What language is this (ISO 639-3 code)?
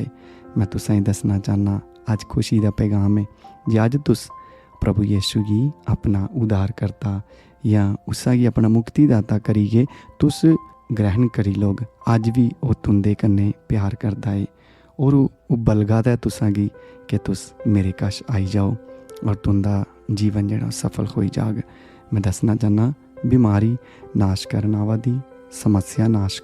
doi